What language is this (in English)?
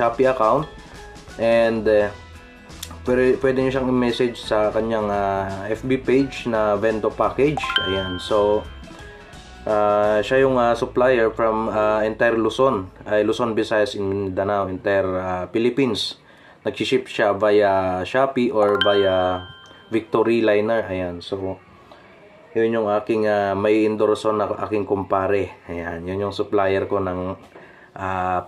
Filipino